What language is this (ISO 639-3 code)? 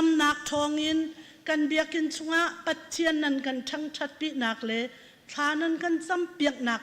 cnh